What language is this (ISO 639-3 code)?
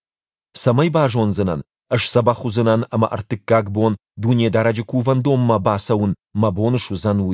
oss